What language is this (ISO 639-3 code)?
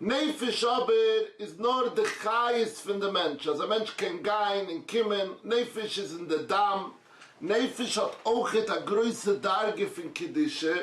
yid